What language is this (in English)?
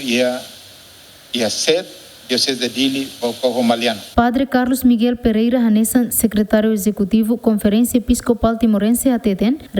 Tetum